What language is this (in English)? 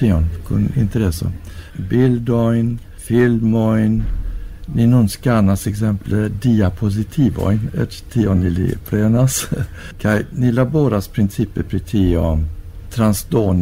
Esperanto